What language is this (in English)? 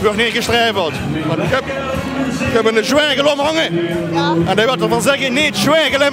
Limburgish